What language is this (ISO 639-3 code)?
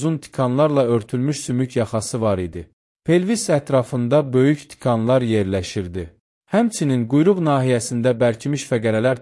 aze